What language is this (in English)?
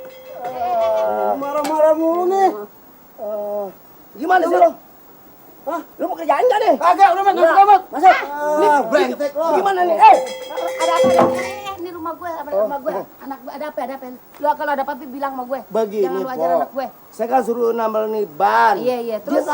Betawi